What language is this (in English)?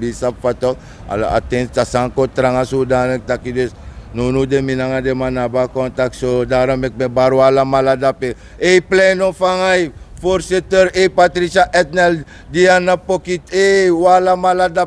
Sranan Tongo